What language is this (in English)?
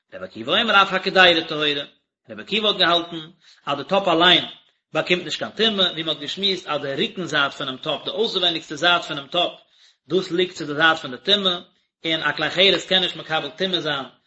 Yiddish